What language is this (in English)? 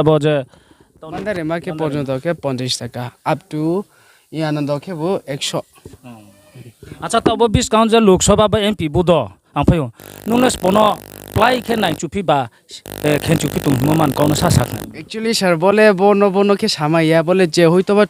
Riang (India)